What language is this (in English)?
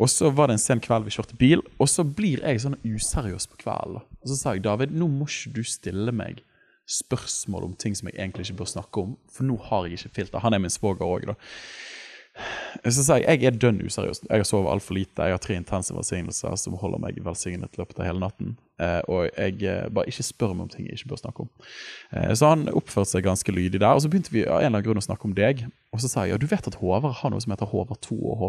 Norwegian